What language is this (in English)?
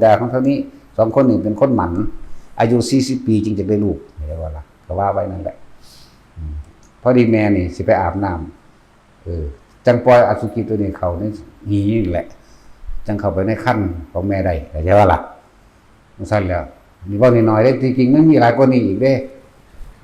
Northeastern Thai